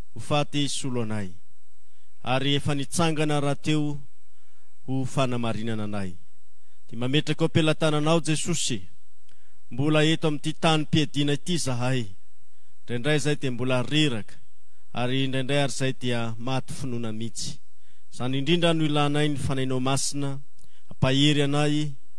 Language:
Malagasy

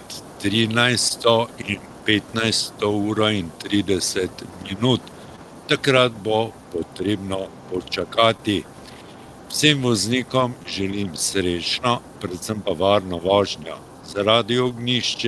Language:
Slovenian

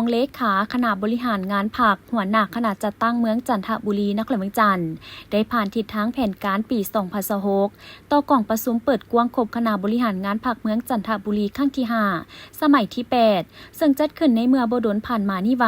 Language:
Lao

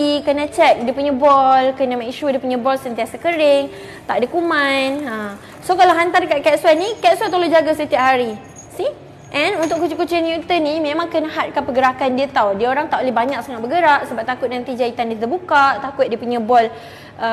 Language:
Malay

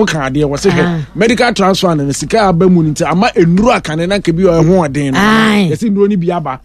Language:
Akan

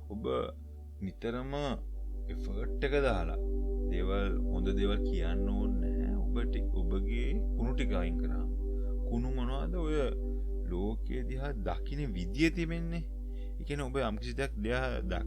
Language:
Sinhala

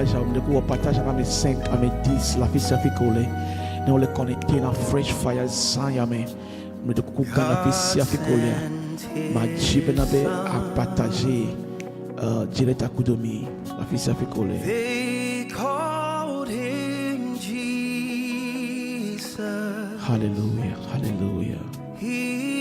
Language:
Ewe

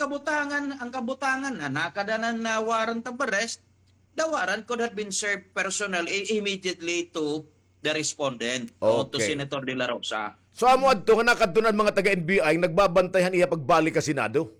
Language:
Waray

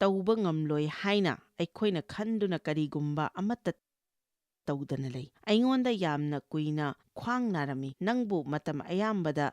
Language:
Manipuri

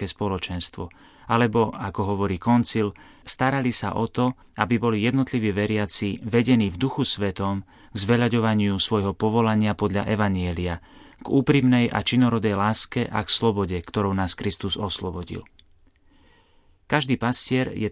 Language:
Slovak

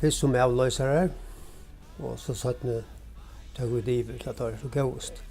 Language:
Faroese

